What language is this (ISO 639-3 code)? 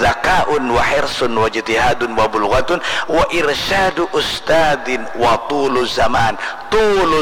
bjn